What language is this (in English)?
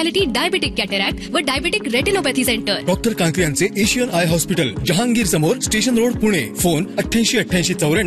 Marathi